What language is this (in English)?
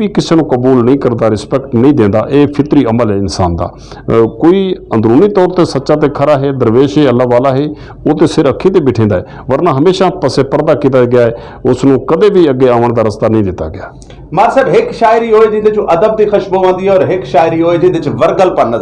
Western Panjabi